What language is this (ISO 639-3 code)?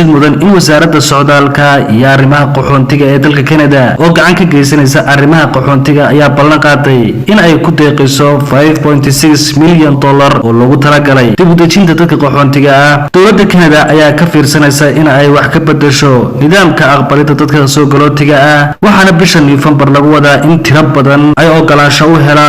som